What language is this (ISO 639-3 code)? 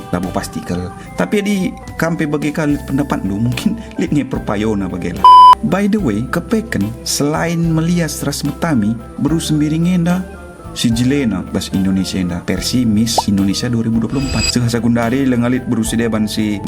btx